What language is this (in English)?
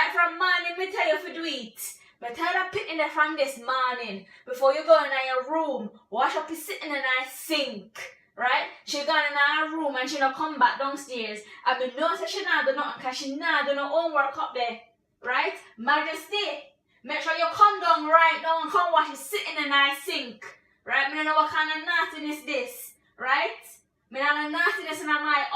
Jamaican Creole English